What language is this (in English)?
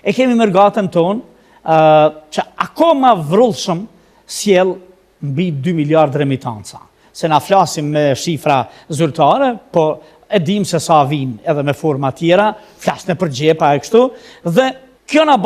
Albanian